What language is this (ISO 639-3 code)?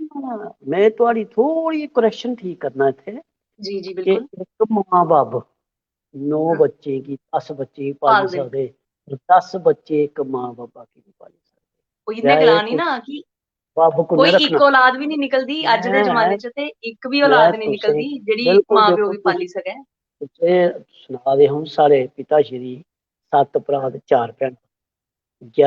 doi